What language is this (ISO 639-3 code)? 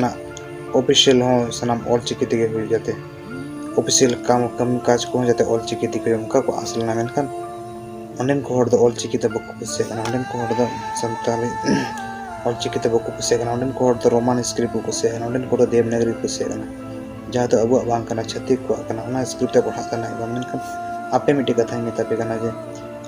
sat